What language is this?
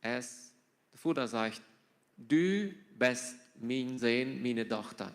Plautdietsch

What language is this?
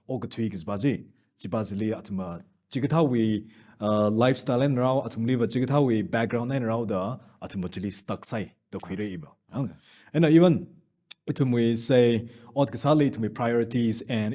Tangkhul Naga (India)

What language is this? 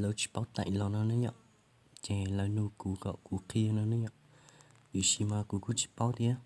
Hmong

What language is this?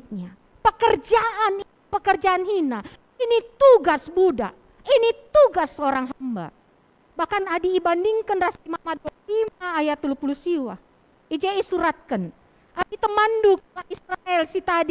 Batak Karo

